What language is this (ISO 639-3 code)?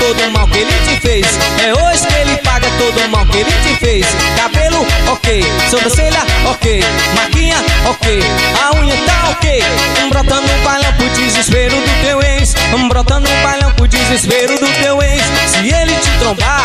por